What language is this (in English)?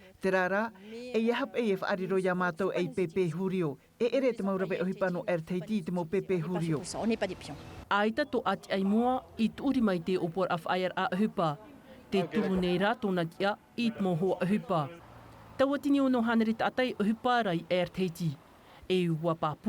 Tahitian